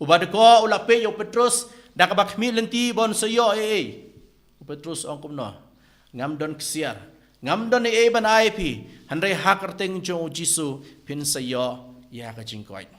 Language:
Khasi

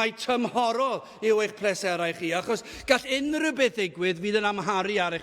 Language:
Welsh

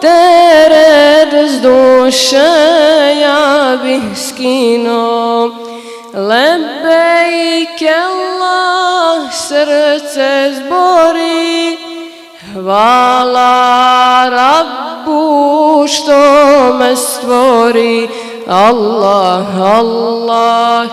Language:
Bosnian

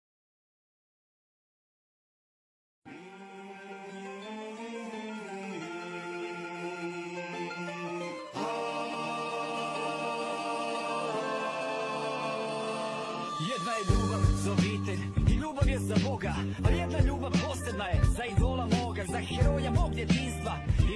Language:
Croatian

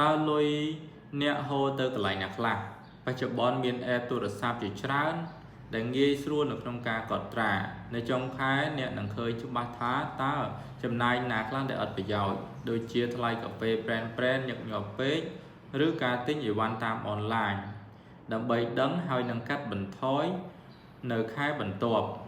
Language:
Khmer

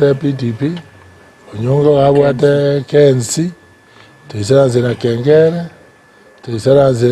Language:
Gusii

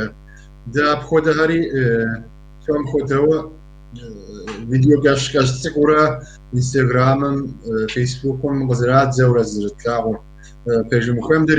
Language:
Kabardian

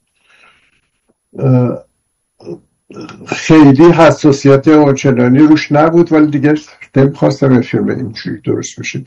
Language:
Persian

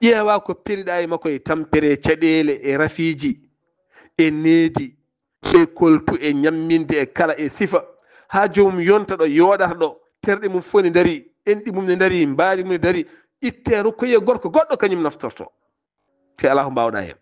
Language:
Fula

